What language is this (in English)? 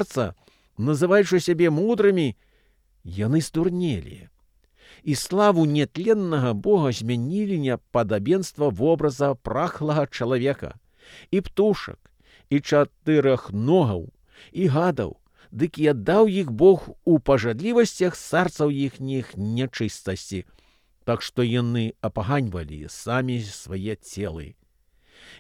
Belarusian